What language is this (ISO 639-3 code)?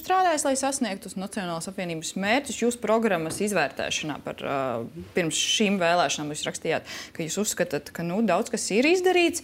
lav